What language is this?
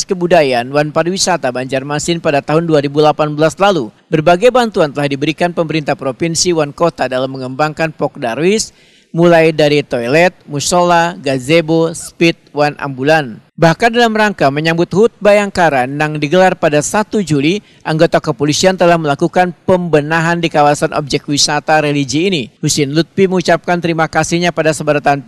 Banjar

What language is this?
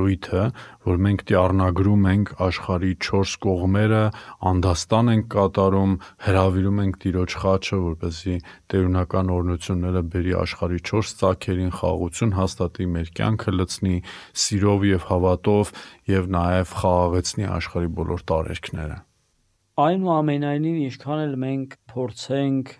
Armenian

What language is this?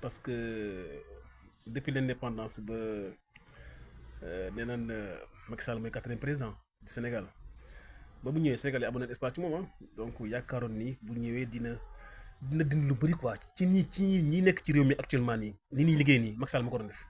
Wolof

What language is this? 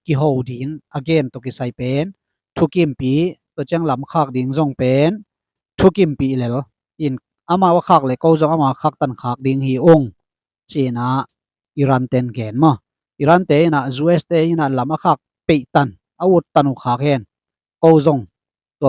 Tedim Chin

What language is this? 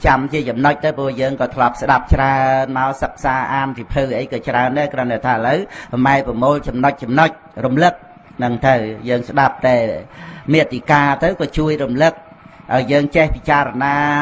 Khmer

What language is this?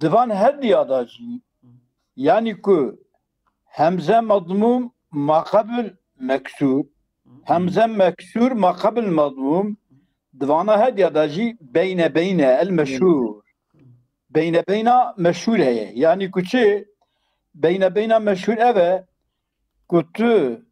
Kurdish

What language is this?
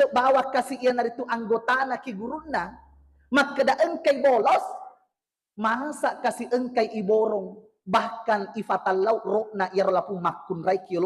Buginese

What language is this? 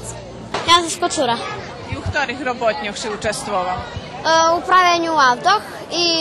Rusyn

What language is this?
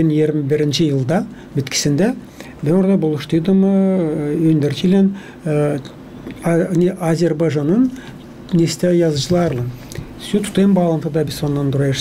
Gagauz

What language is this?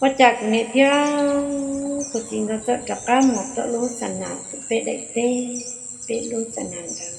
Hmong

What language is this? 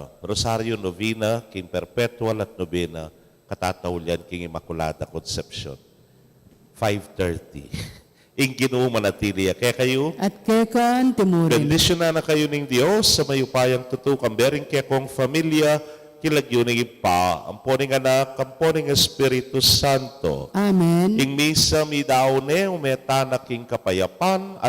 Pampanga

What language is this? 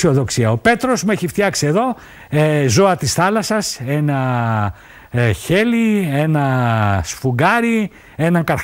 Greek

